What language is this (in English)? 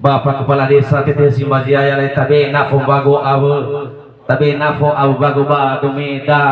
Nias